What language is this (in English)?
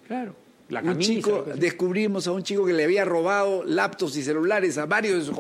Spanish